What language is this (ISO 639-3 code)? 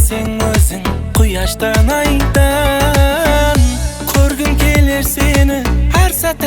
kaa